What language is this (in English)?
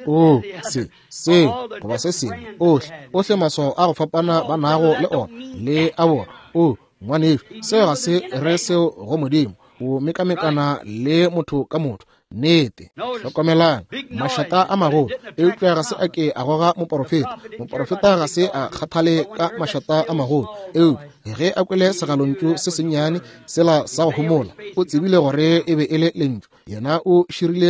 Northern Sotho